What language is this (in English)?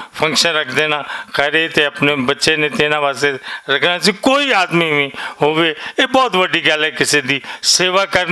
Western Panjabi